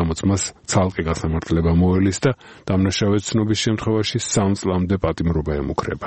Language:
Georgian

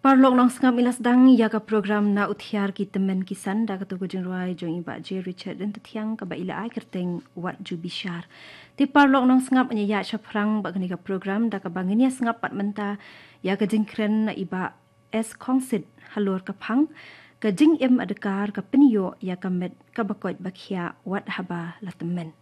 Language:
Khasi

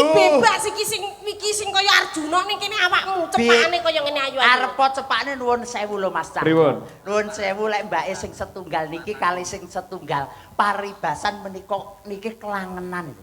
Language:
Javanese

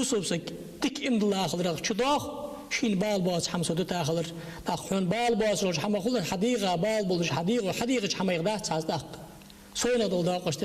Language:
Ingush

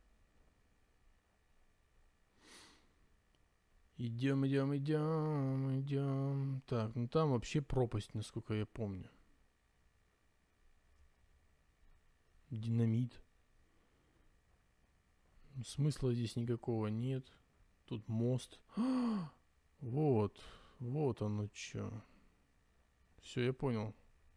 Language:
Russian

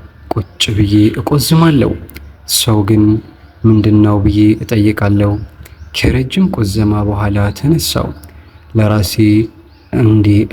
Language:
Amharic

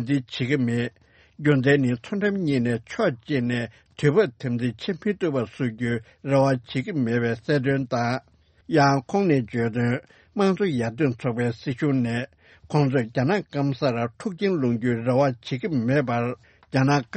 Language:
Tibetan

